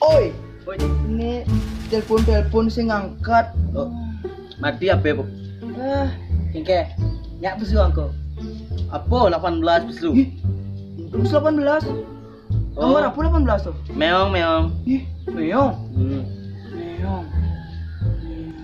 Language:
Balinese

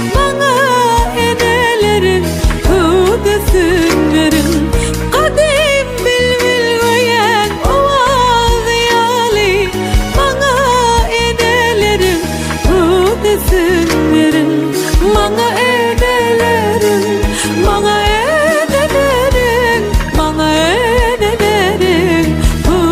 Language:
Turkmen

